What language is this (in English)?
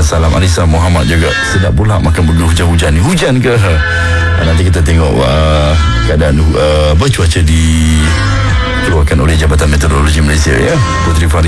Malay